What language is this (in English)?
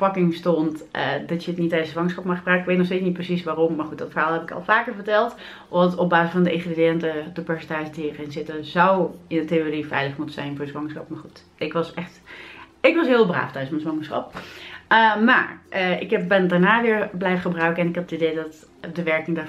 Dutch